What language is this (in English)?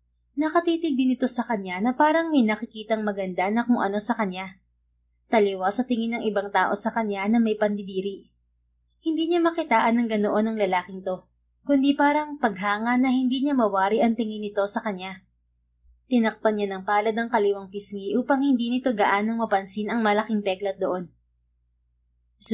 Filipino